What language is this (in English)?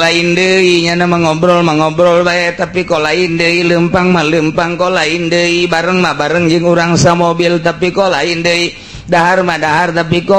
Sundanese